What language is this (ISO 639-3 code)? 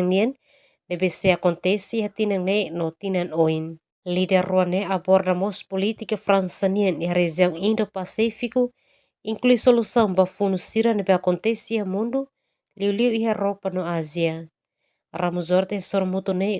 tet